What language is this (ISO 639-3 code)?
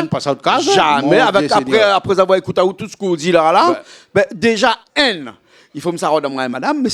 rcf